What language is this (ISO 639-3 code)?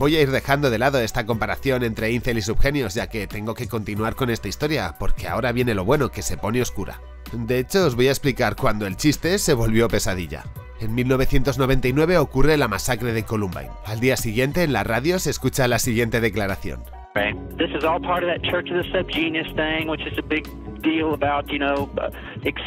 spa